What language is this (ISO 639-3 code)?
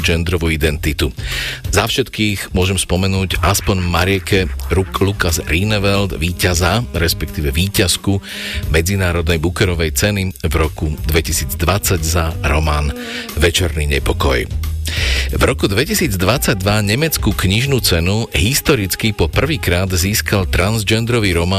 slk